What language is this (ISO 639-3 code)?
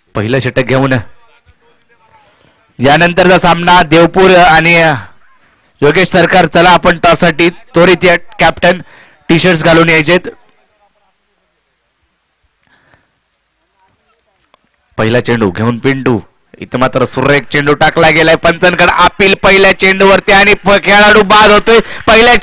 mar